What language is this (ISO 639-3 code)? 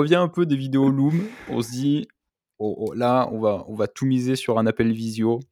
fra